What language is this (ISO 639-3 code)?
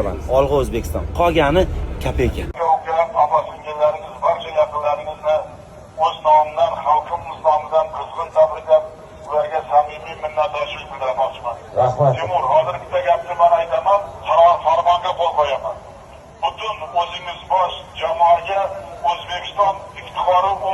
uzb